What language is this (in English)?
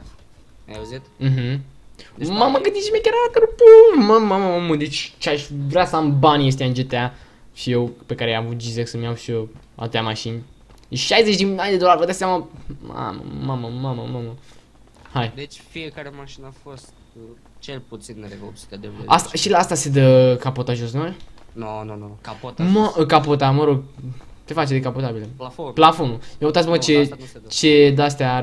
Romanian